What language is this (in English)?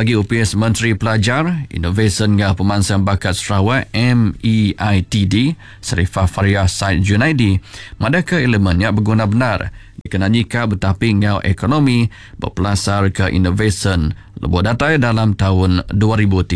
Iban